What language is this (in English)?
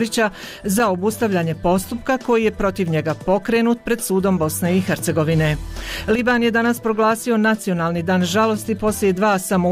Bosnian